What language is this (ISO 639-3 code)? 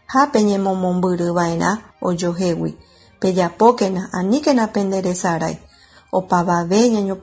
grn